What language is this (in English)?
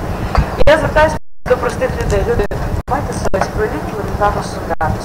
Ukrainian